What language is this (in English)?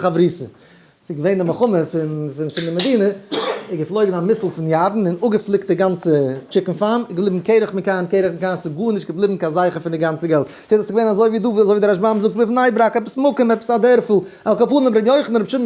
Yiddish